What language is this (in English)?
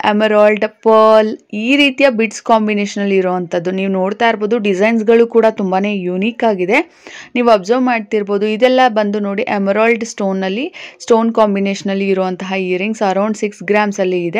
Kannada